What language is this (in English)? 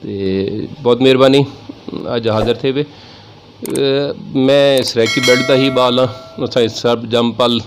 Saraiki